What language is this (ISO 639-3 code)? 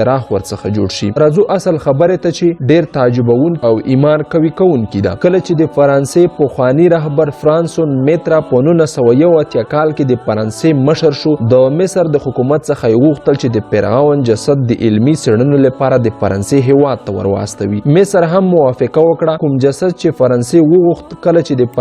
pus